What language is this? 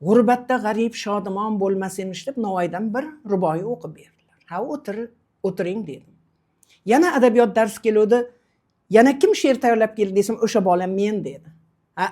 Uzbek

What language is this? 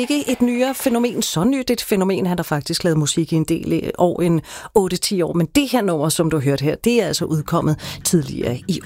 Danish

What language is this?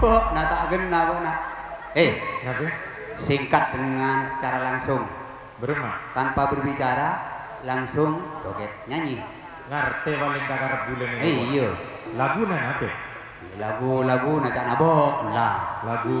Madurese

